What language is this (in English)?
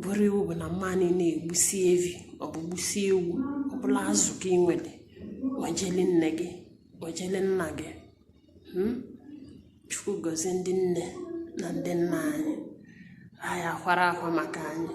Igbo